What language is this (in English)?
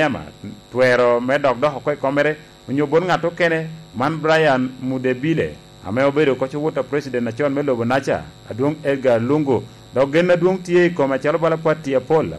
Lango (Uganda)